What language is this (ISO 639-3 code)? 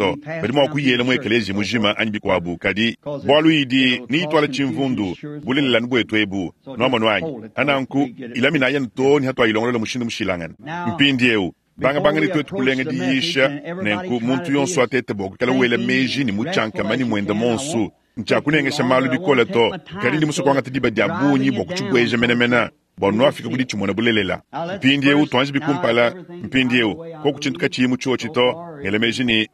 lua